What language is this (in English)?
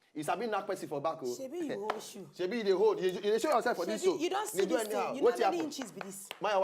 Nigerian Pidgin